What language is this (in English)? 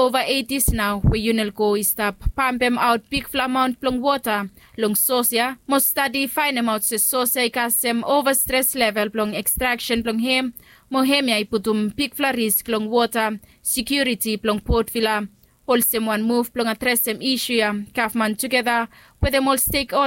Bislama